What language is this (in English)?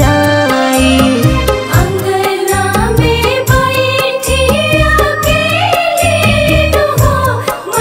Bhojpuri